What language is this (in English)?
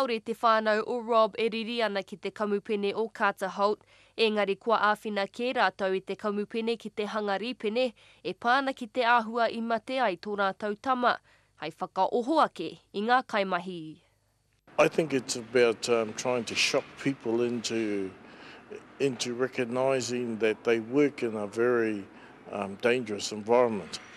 Māori